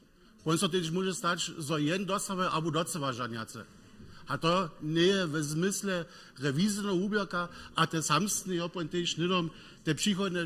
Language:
Upper Sorbian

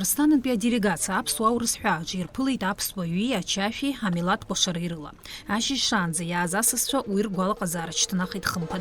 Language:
Abkhazian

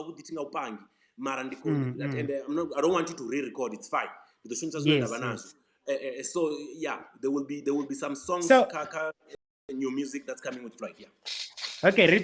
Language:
Venda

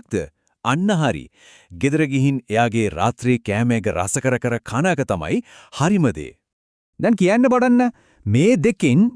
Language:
Sinhala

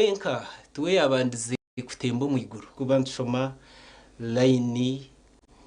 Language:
Nyankole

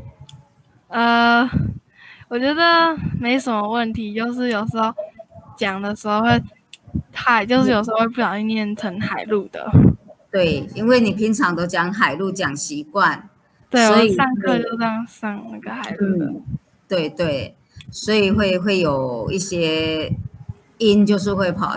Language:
Hakka Chinese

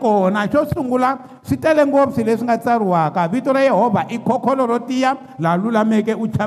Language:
Tsonga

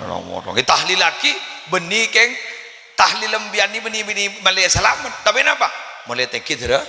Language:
Madurese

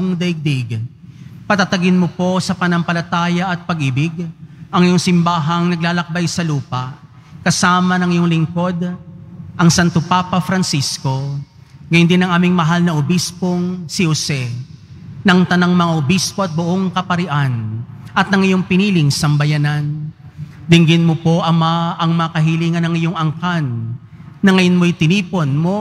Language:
Filipino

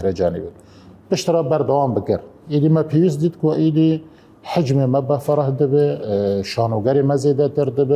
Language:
Kurdish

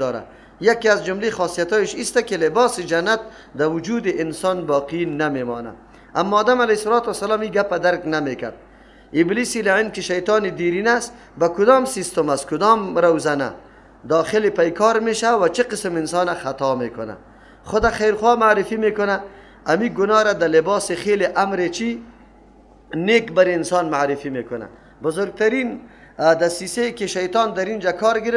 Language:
Persian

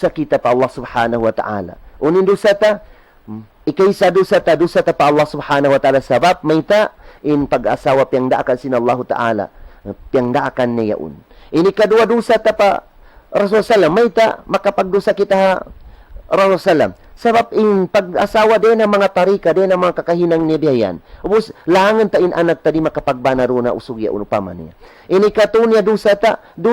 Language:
Tausug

